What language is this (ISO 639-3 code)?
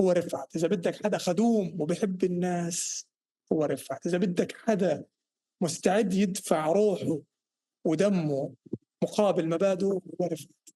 apc